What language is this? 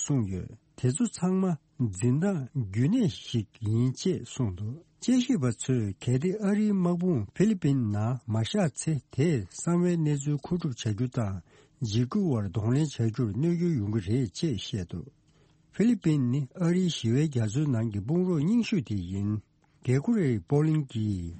Tibetan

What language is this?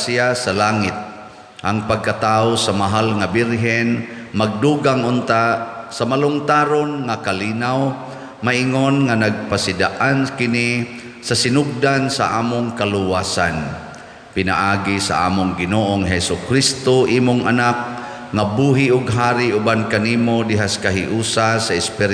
Cebuano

